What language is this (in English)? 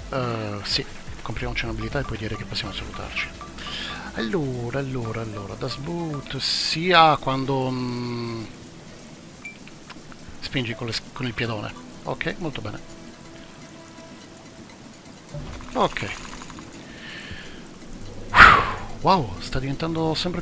Italian